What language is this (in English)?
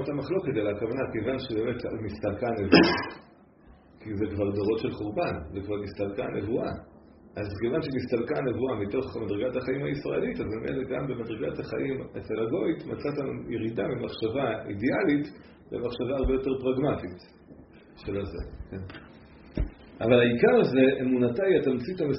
Hebrew